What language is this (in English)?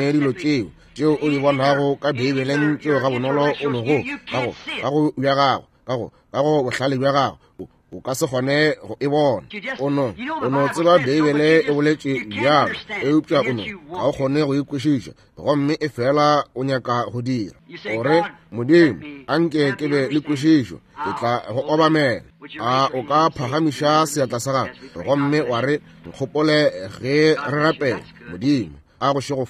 Northern Sotho